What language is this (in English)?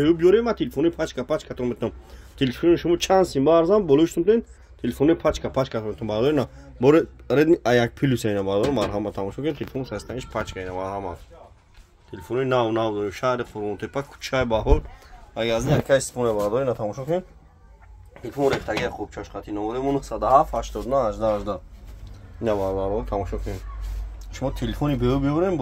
Tajik